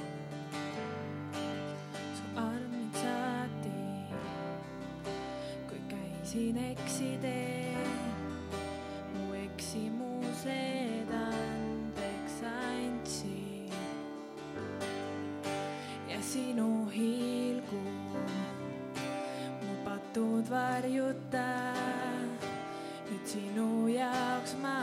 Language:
Estonian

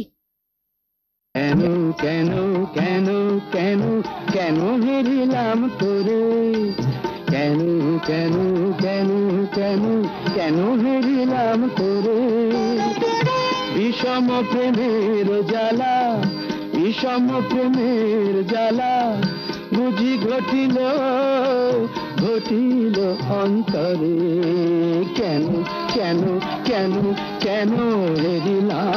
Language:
Bangla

